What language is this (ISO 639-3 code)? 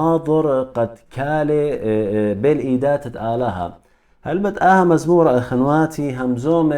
aii